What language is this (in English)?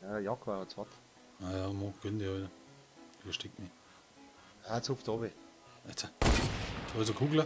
Bavarian